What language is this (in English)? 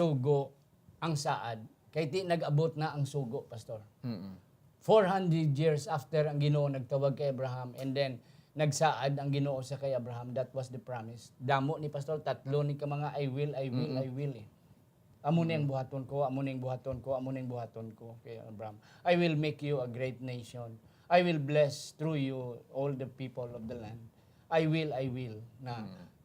Hiligaynon